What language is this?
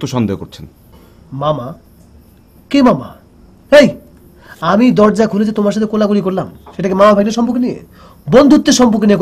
Bangla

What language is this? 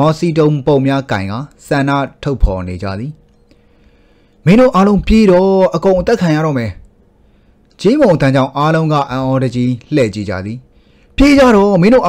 Burmese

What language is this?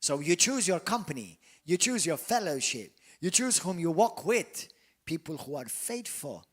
English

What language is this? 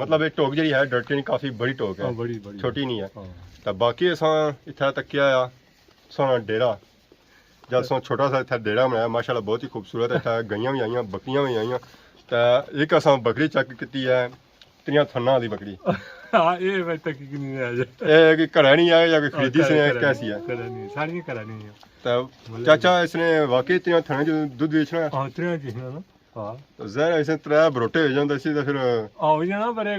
Pahari-Potwari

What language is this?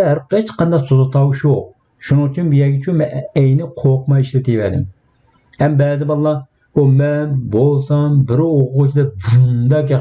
Uyghur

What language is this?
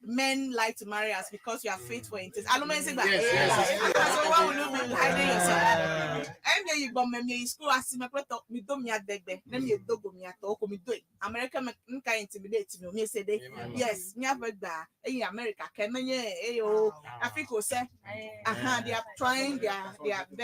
Ewe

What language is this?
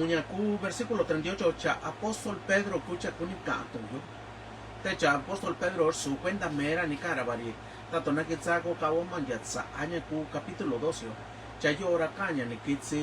Mixtepec Mixtec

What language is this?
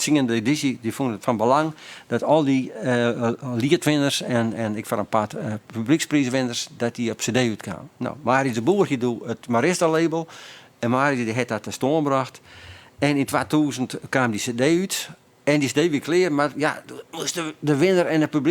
Western Frisian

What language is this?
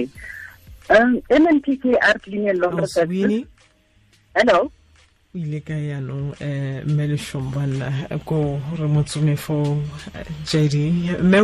Tswana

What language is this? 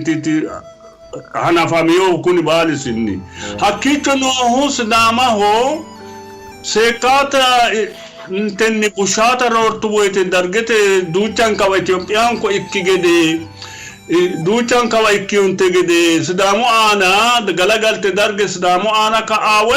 Sidamo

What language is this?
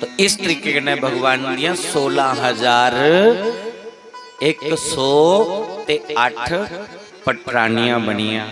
Dogri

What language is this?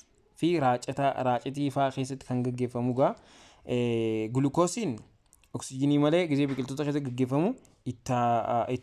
Oromo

